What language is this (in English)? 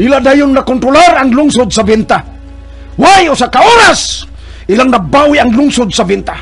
Cebuano